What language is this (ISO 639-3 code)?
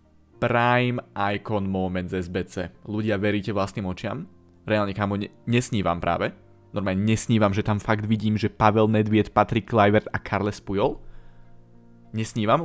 slk